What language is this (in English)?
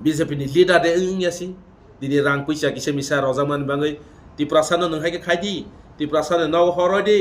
Kok Borok